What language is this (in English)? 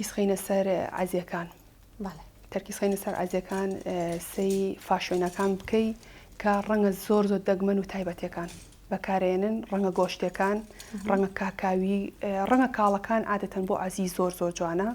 Central Kurdish